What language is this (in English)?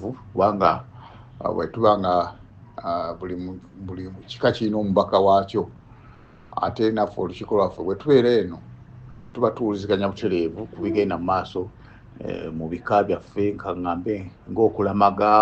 Ganda